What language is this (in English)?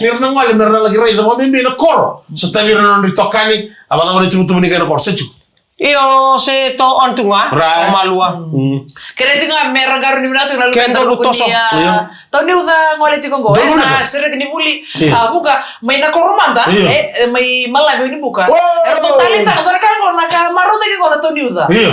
Fijian